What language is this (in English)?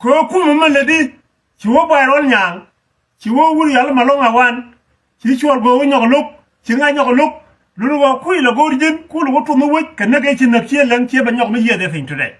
Nuer